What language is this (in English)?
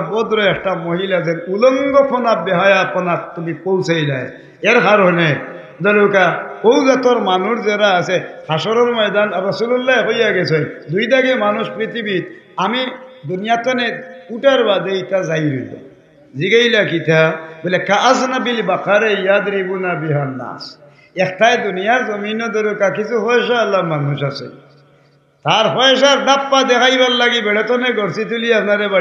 Sylheti